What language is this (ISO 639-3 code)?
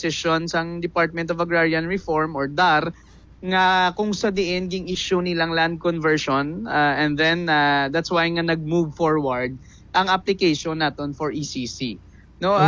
hil